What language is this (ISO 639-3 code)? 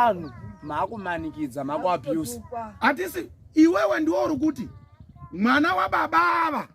sna